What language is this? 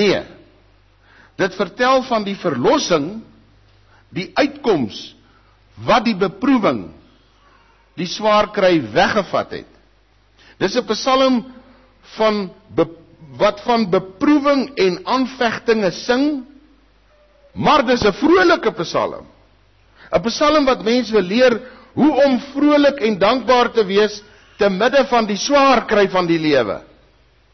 Afrikaans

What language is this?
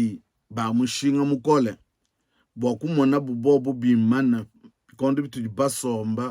Luba-Lulua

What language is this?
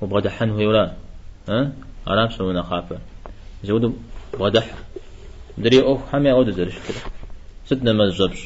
Kabardian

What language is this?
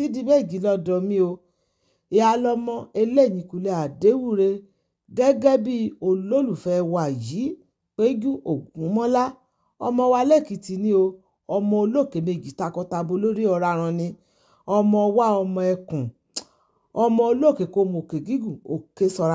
Yoruba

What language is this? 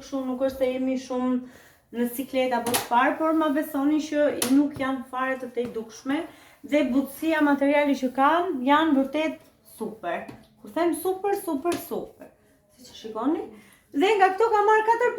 Albanian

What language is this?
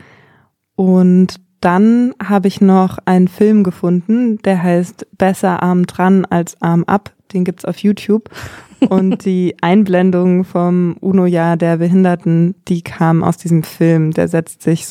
German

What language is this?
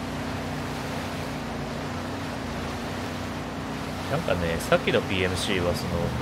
Japanese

